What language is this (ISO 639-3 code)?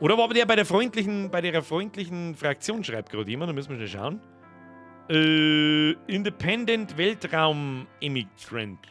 bar